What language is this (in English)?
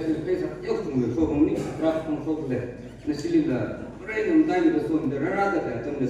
Tangkhul Naga (India)